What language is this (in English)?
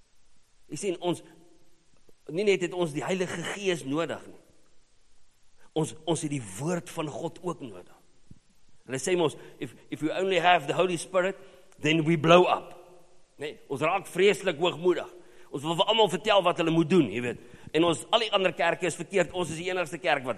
Afrikaans